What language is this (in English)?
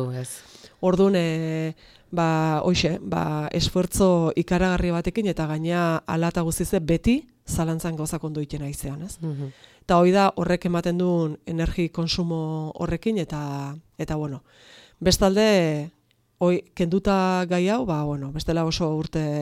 Basque